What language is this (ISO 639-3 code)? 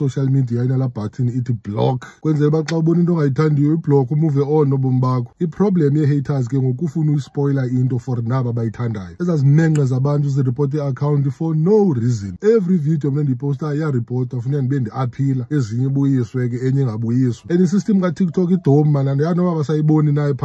xho